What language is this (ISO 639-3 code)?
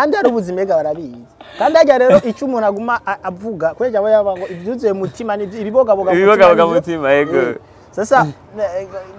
run